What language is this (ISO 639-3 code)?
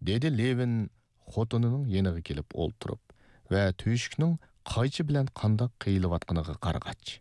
uig